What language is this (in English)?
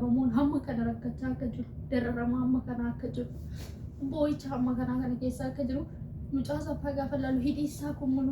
Oromo